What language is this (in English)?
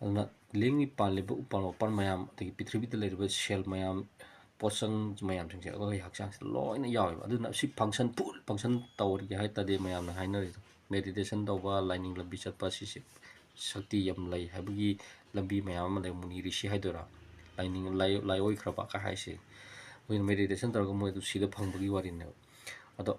Manipuri